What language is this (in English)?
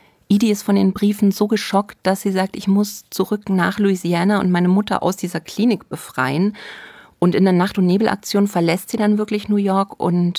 German